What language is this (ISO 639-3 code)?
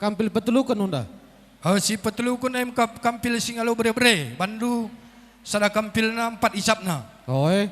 btx